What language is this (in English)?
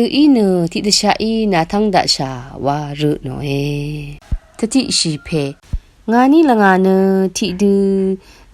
Rawang